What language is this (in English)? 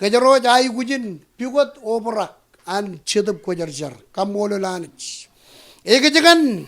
Marshallese